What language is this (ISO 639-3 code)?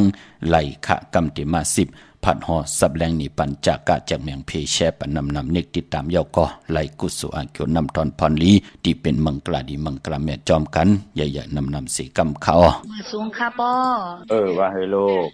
shn